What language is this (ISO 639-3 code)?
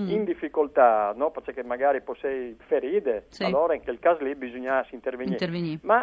fur